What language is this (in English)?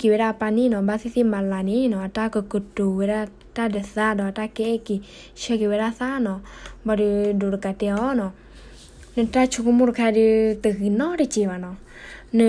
S'gaw Karen